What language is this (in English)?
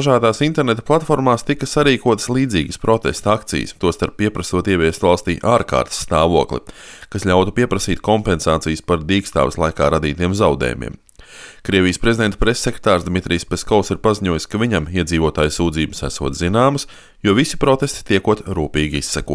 Latvian